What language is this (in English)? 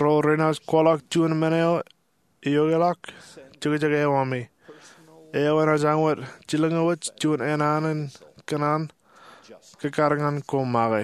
Marshallese